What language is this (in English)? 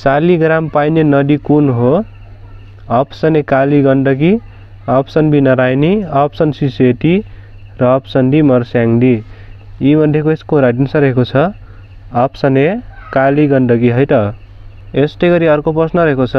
Nepali